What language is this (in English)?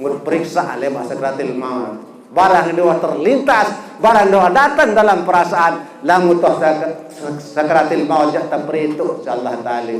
Sasak